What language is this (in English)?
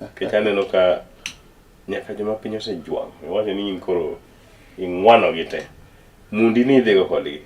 Luo (Kenya and Tanzania)